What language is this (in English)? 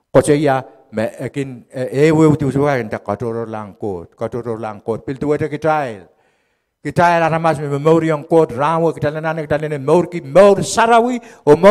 Pohnpeian